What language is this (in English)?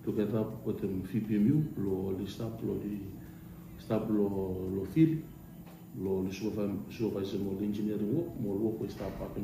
Bislama